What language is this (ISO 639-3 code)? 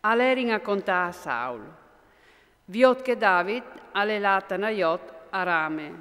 fur